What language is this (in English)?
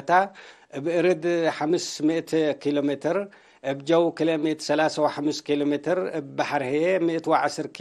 Tigre